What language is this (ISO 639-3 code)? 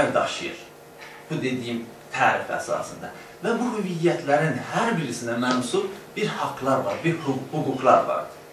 azb